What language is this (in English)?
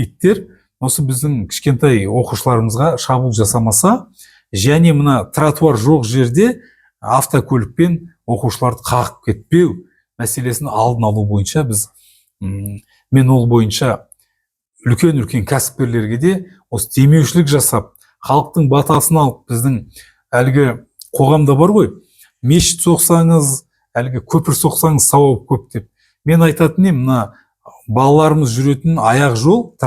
Kazakh